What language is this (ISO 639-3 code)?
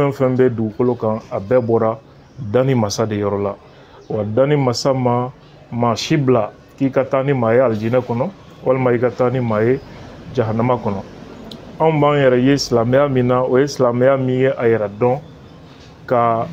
bam